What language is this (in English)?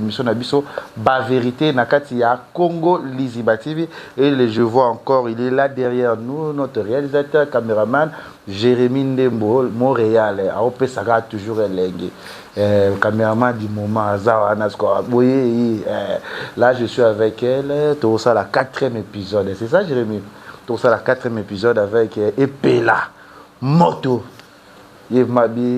Lingala